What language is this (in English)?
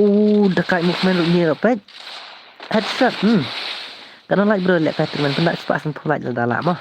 Khasi